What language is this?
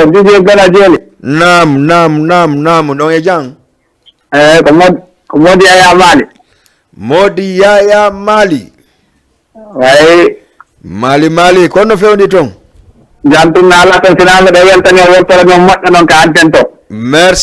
Fula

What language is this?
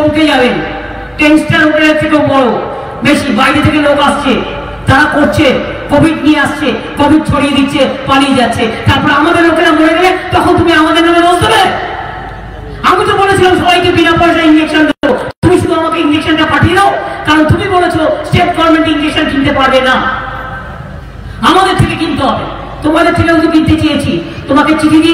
Bangla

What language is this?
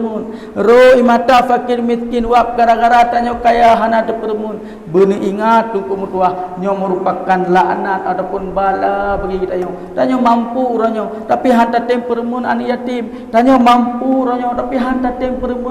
Achinese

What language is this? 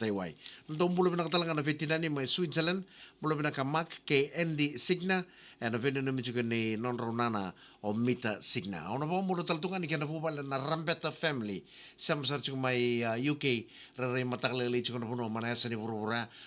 Fijian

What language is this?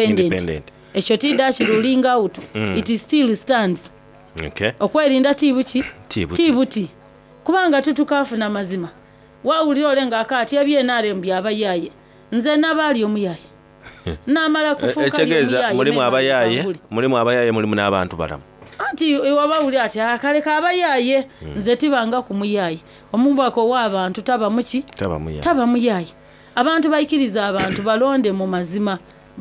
Soga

